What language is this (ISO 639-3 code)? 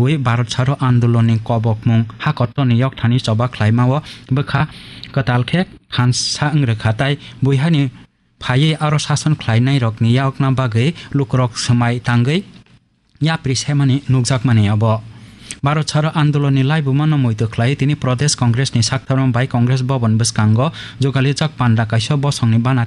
trp